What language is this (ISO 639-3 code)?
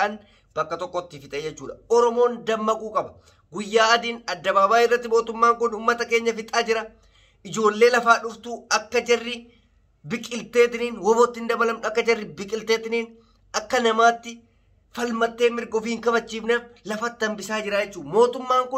orm